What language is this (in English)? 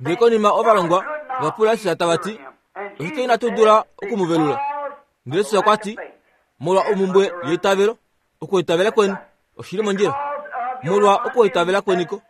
Kuanyama